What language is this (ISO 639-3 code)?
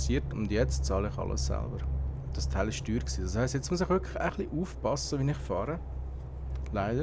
gsw